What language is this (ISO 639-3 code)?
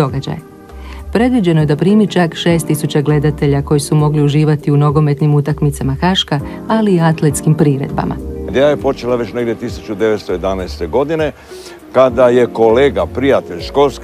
hrv